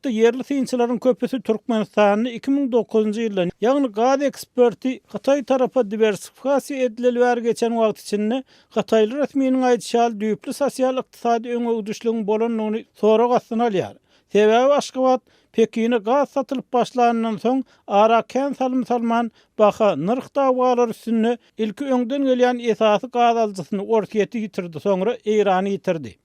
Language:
Turkmen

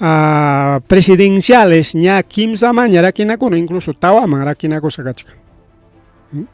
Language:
Ayacucho Quechua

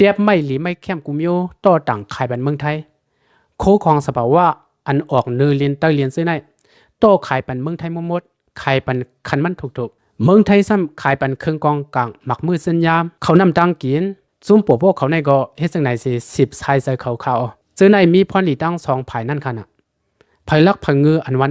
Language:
Shan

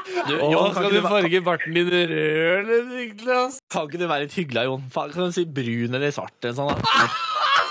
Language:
Norwegian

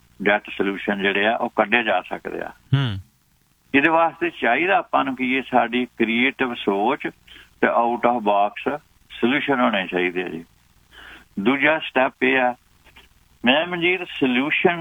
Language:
Punjabi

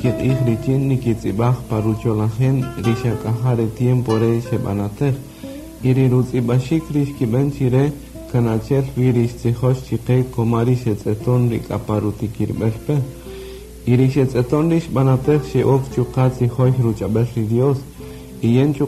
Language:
Kaqchikel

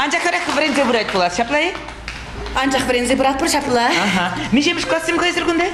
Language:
Chuvash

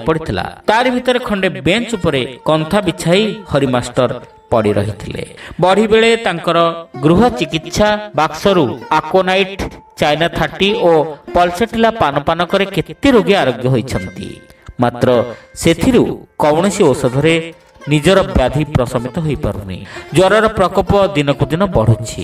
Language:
Odia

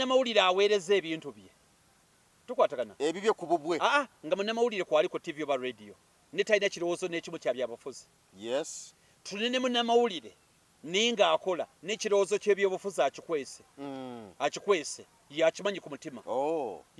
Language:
Ganda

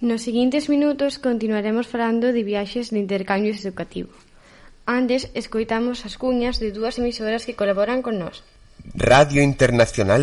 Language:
Galician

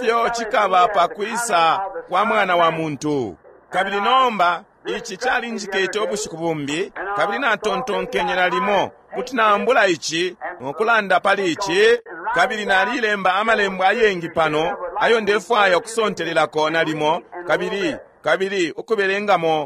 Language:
Bemba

